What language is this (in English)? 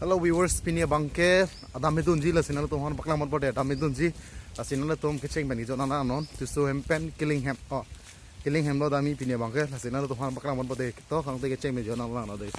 Karbi